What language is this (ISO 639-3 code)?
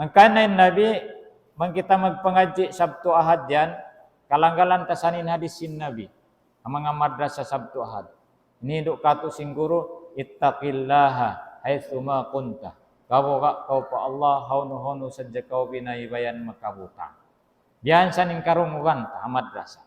tsg